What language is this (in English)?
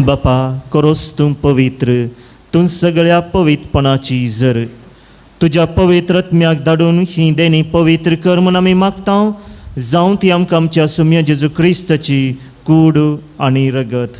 Konkani